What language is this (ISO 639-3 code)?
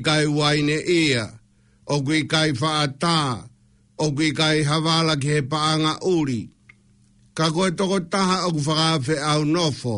ton